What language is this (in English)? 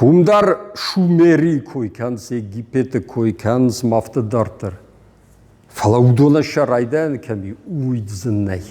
Ossetic